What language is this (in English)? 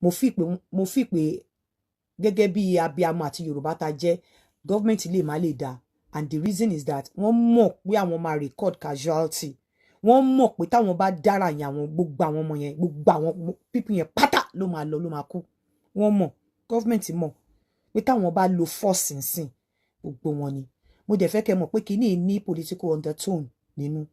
Yoruba